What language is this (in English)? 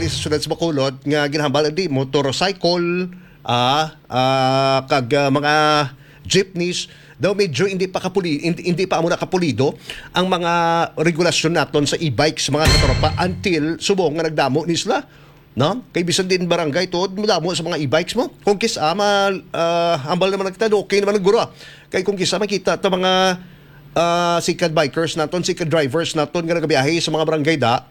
Hiligaynon